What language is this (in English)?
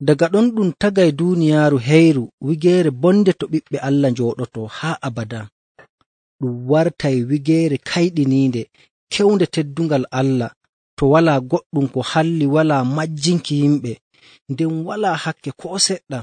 Nigerian Fulfulde